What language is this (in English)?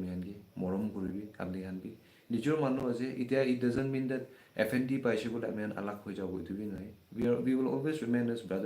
Naga Pidgin